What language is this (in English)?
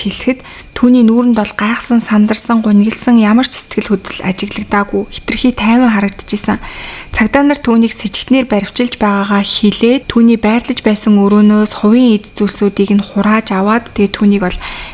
Mongolian